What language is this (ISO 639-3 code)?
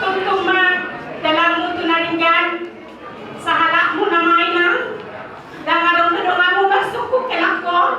bbc